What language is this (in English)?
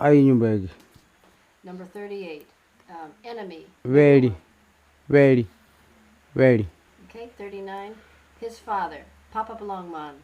Kamasau